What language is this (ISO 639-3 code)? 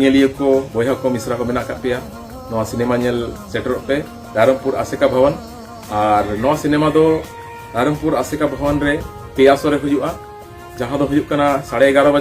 sat